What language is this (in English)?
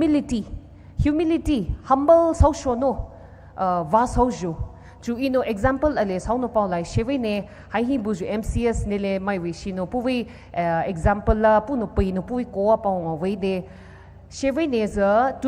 Poumei Naga